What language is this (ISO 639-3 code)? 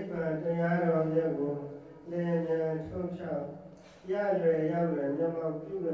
mya